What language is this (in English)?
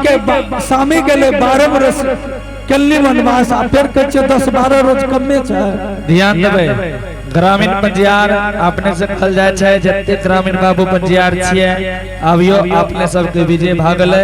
Angika